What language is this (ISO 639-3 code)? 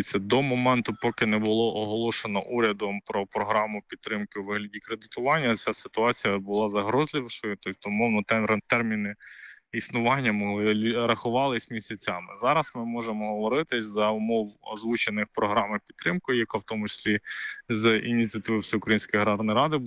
ukr